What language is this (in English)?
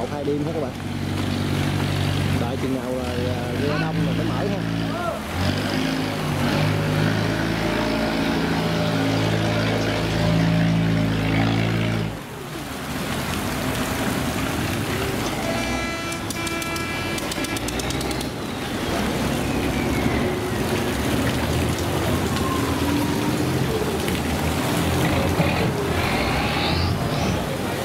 Vietnamese